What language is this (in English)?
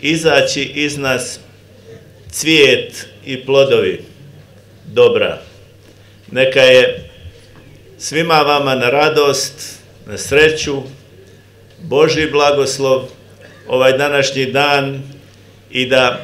Bosnian